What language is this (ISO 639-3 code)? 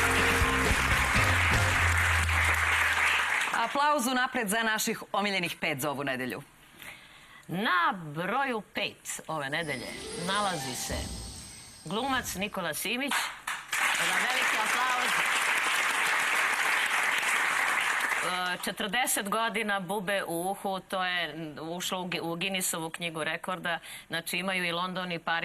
srp